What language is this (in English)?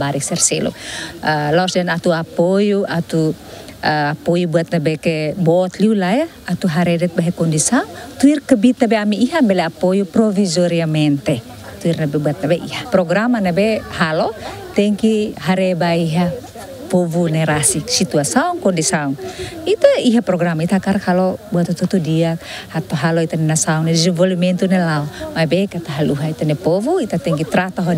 Tetum